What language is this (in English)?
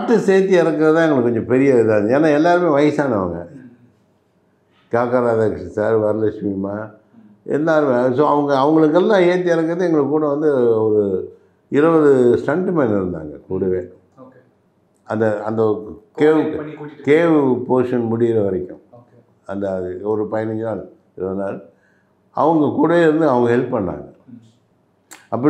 Tamil